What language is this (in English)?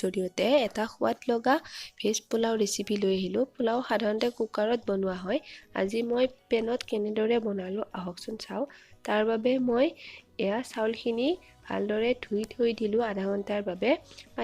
Assamese